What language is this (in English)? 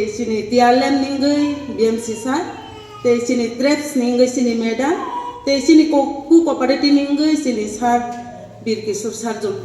Kok Borok